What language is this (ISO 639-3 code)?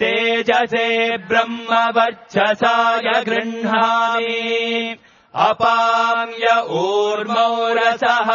san